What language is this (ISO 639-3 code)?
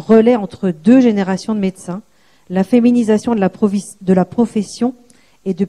fra